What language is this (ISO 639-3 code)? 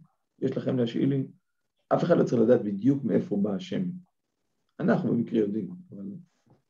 heb